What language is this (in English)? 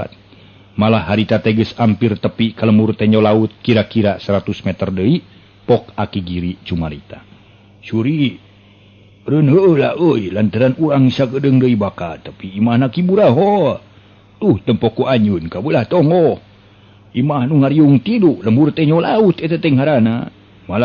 Sundanese